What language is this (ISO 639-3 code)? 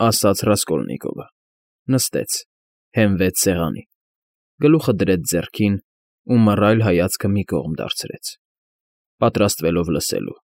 hye